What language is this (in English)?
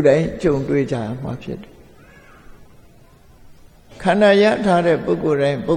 Burmese